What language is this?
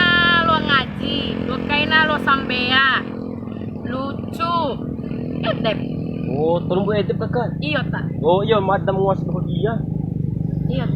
Bima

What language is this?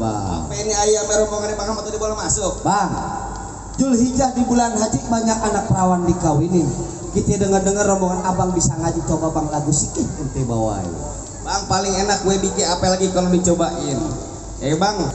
Betawi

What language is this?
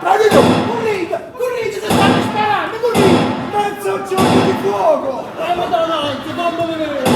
Neapolitan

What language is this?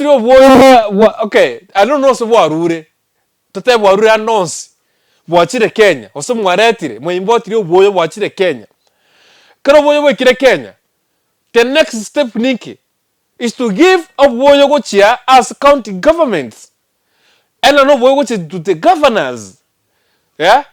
Gusii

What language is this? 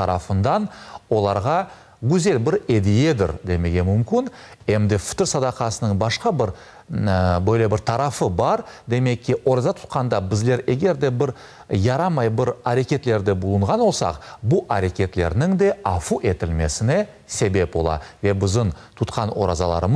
Crimean Tatar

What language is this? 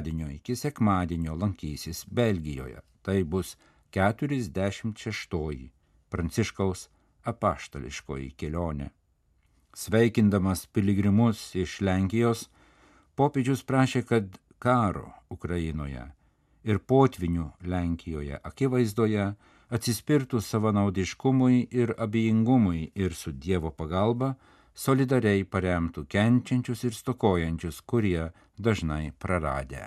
Lithuanian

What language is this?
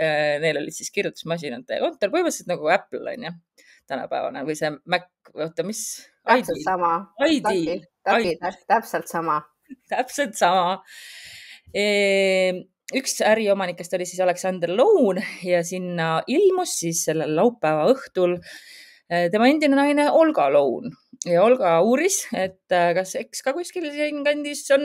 Estonian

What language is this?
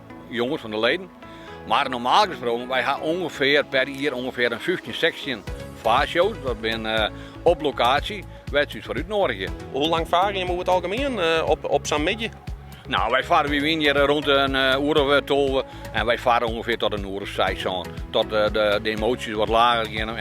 Western Frisian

